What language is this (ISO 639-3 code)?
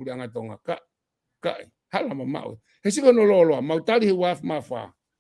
ton